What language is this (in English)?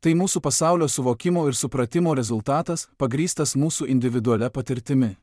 Lithuanian